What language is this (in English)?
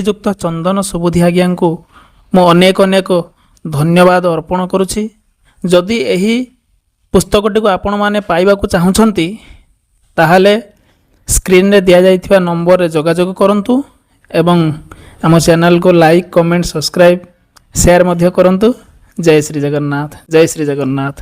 Odia